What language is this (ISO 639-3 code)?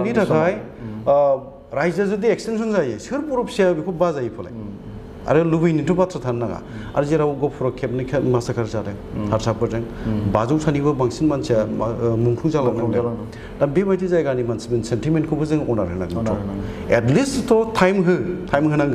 brx